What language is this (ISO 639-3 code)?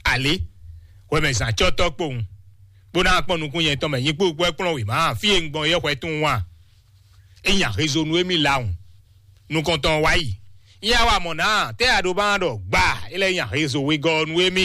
fon